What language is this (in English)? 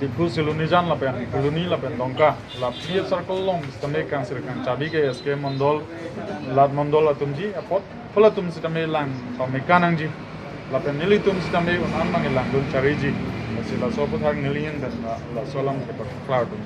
Karbi